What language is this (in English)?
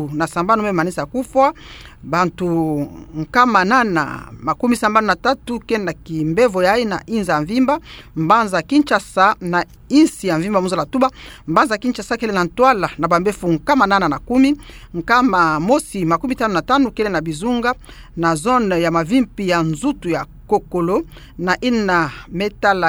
Kituba (Democratic Republic of Congo)